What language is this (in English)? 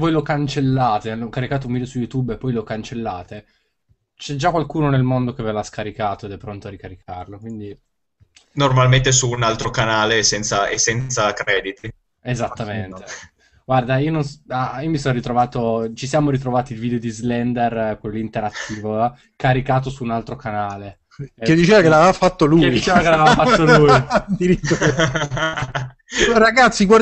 Italian